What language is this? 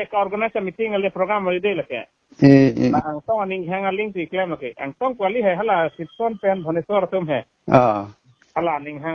Karbi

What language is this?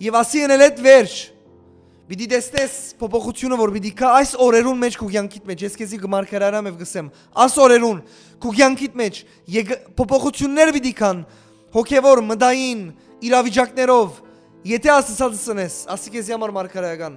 Western Armenian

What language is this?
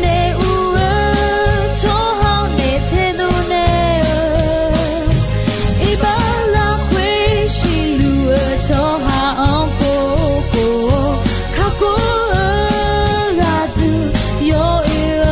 Akha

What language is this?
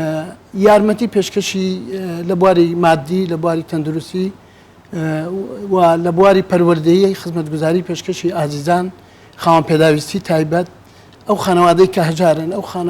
Central Kurdish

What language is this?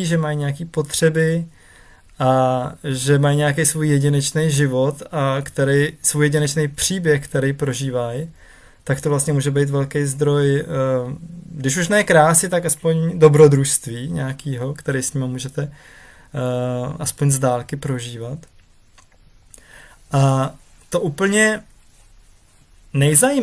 Czech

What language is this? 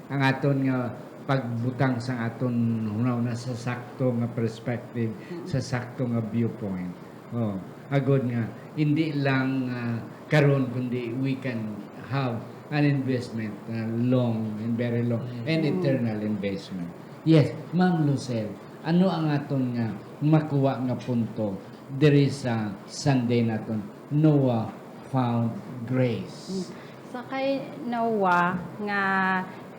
Hiligaynon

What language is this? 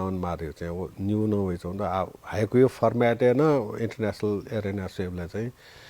Newari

